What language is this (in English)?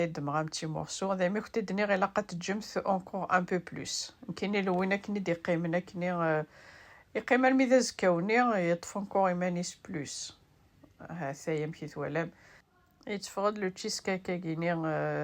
Kabyle